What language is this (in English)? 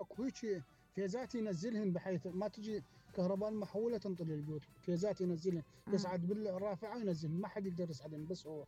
Mesopotamian Arabic